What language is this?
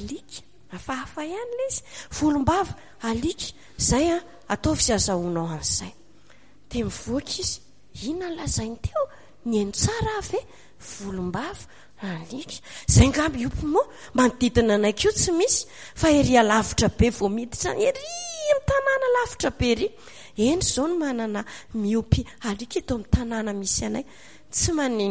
Malagasy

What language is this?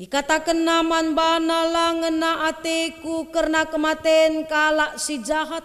Batak Karo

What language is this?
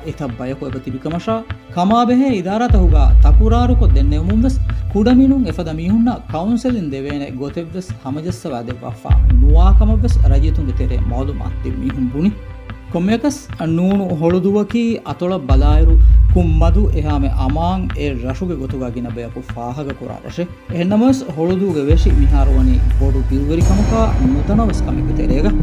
Divehi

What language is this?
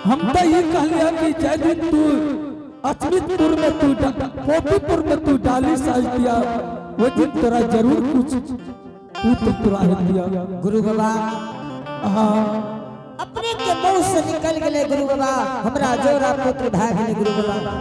Angika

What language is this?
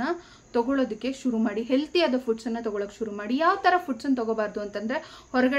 Kannada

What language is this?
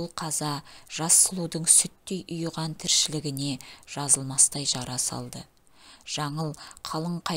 Kazakh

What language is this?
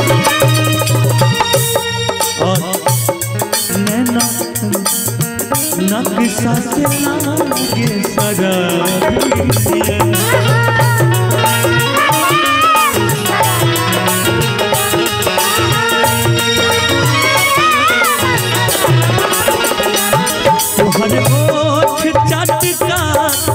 Bhojpuri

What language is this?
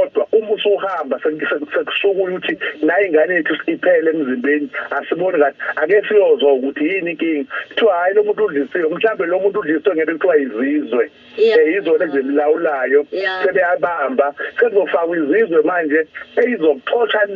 Zulu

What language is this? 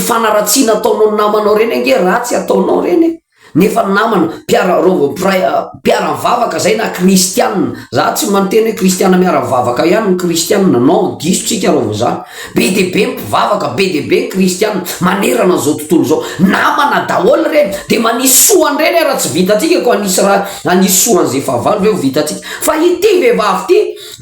Malagasy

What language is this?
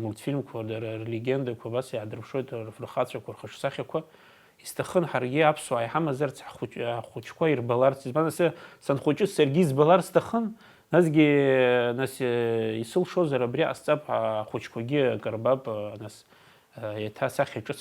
Abkhazian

